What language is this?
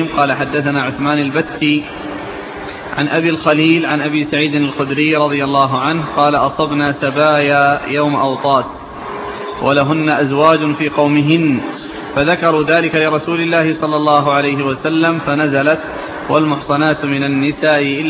Arabic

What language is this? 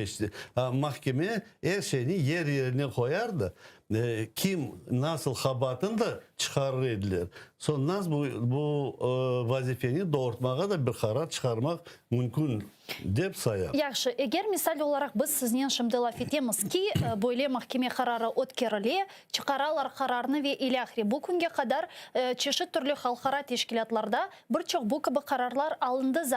Crimean Tatar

